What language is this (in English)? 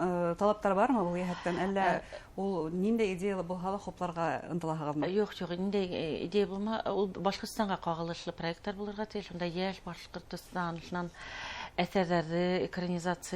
Bashkir